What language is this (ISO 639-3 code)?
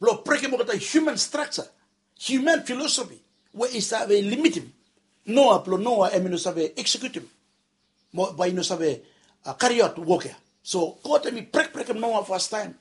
bis